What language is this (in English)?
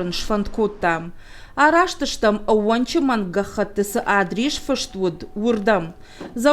Ossetic